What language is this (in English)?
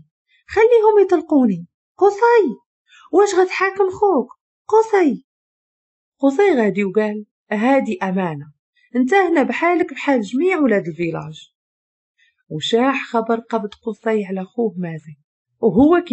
Moroccan Arabic